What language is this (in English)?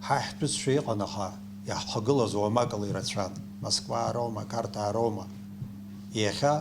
Abkhazian